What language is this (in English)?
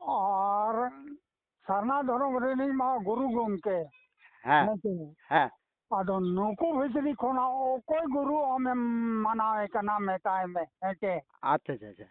Santali